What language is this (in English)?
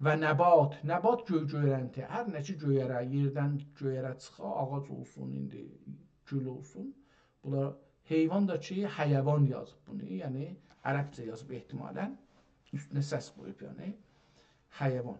South Azerbaijani